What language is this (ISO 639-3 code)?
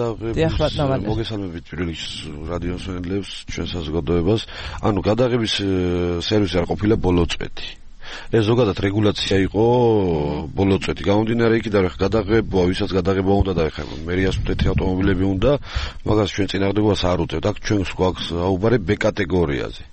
kat